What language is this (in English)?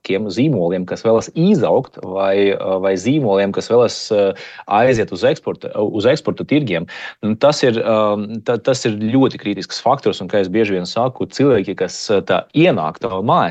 Latvian